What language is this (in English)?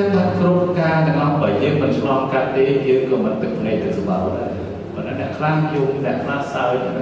Khmer